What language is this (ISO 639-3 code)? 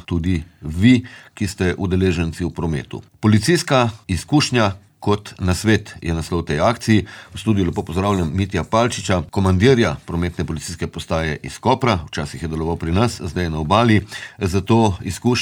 slv